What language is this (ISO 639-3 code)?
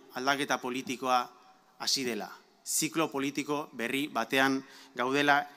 eus